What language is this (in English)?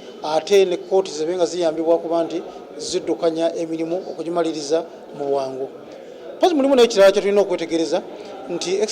Ganda